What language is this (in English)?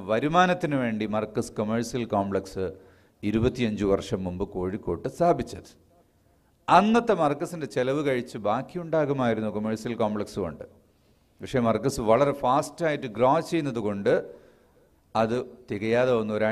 Malayalam